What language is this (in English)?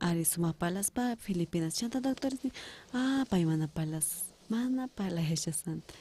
South Bolivian Quechua